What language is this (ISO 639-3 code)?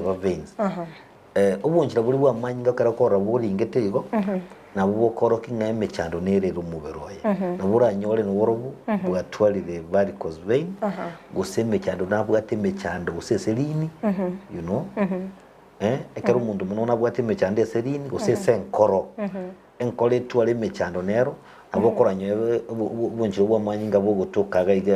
guz